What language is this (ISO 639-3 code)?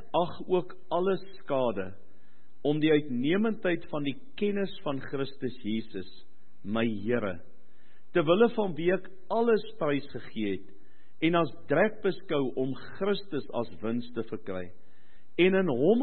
afr